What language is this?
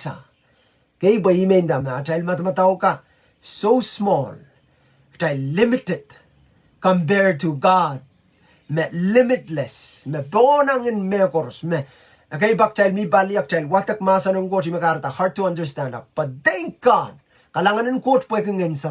Pohnpeian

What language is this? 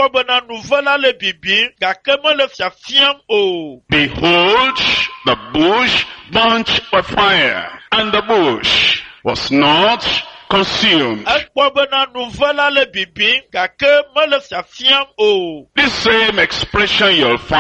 Ewe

